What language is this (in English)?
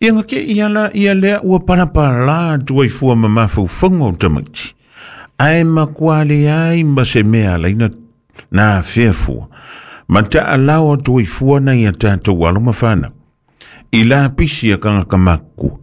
Samoan